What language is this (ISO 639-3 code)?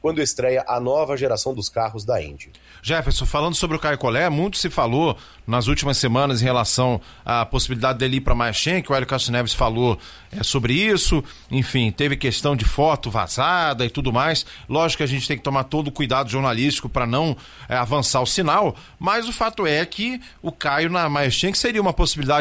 por